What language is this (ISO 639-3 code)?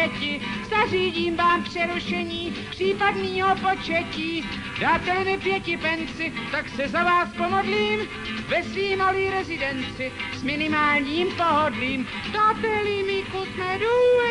ces